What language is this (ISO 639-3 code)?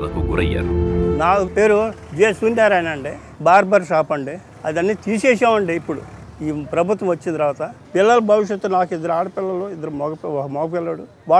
tel